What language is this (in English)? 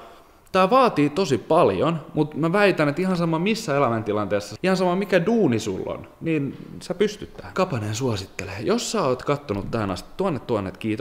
Finnish